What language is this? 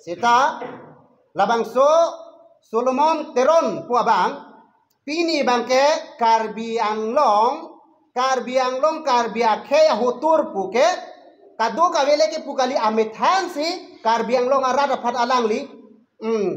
Karbi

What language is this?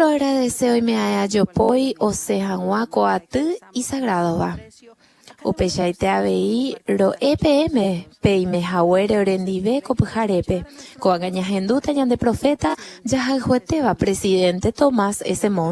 Guarani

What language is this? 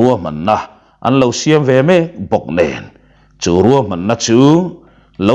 Mizo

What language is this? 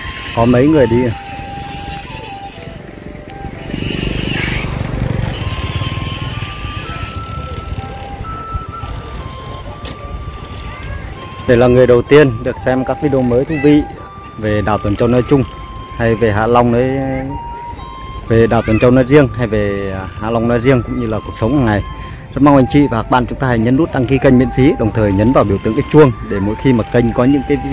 Vietnamese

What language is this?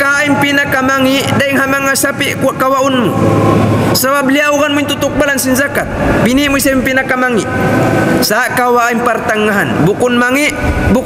Tausug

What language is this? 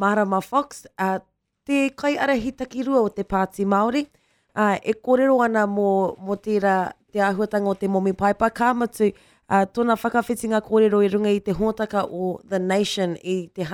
Māori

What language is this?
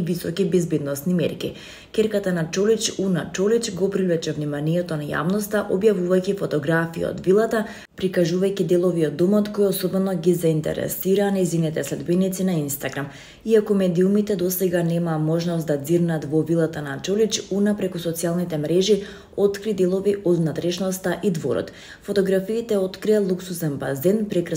Macedonian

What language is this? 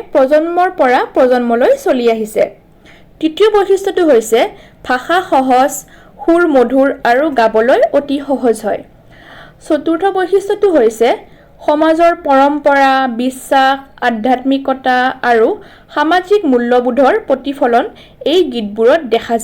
Assamese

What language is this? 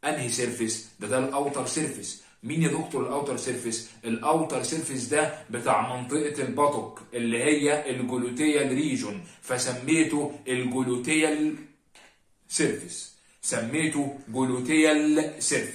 Egyptian Arabic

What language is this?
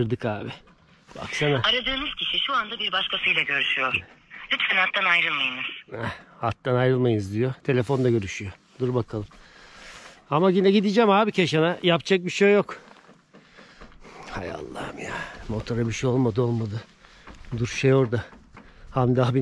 Turkish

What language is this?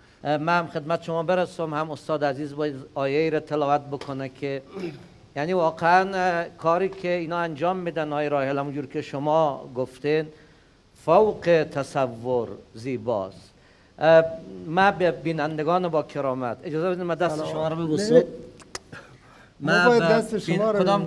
Persian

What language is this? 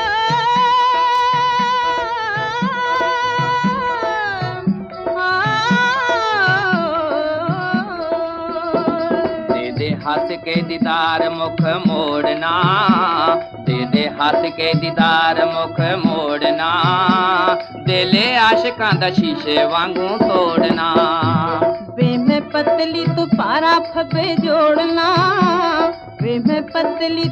Punjabi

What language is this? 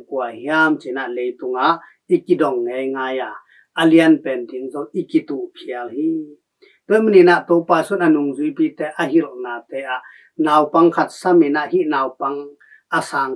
Tedim Chin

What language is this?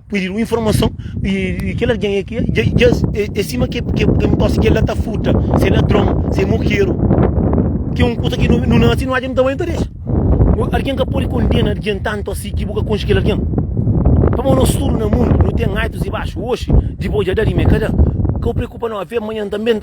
Kabuverdianu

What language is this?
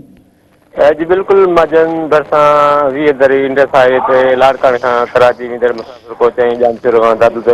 Sindhi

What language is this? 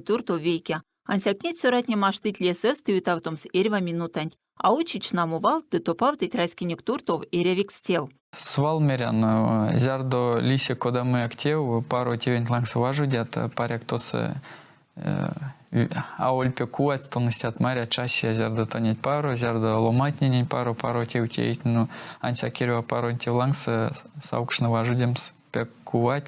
Erzya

